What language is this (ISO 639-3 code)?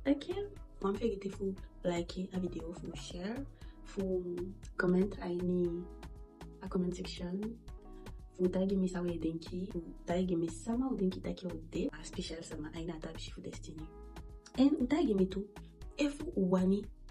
djk